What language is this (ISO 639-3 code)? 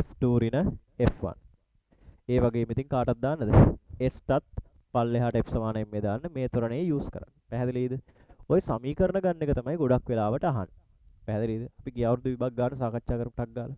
sin